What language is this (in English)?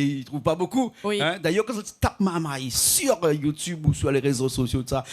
Réunion Creole French